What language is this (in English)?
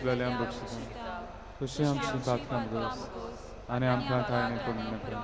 Konkani